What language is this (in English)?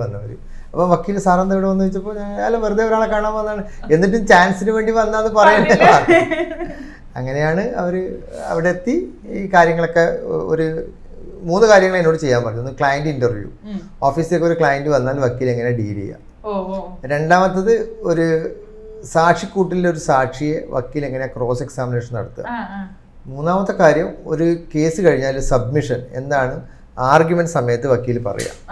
Malayalam